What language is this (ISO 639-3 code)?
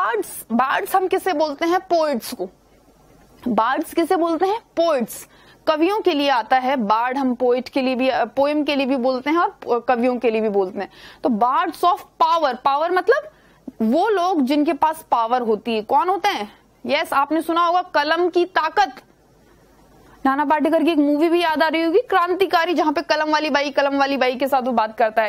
hin